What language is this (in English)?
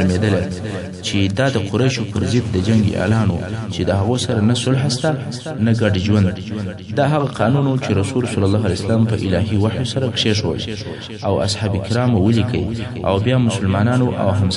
Pashto